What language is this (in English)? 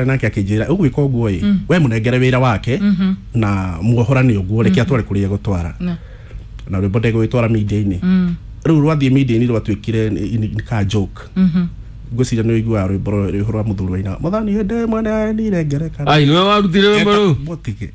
Kikuyu